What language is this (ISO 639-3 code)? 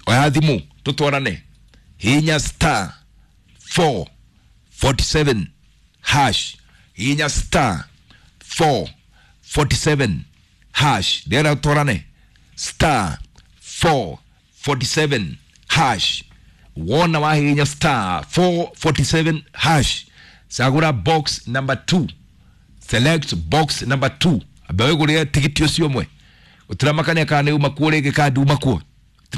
kik